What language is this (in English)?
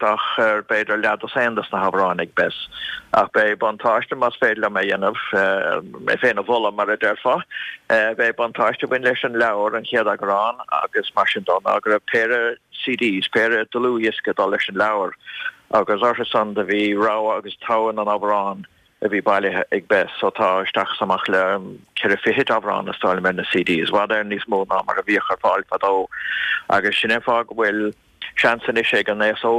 Irish